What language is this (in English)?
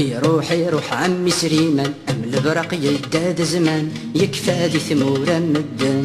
Kabyle